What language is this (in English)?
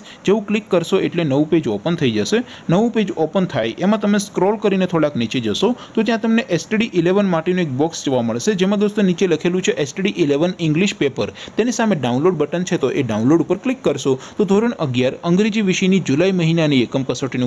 Gujarati